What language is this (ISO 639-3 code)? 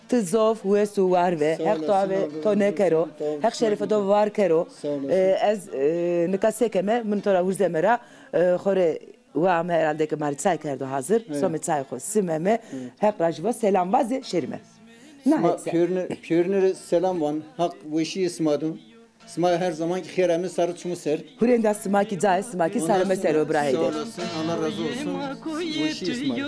zza